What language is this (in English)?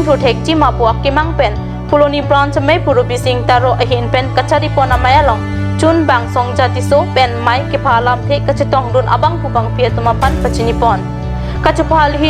Karbi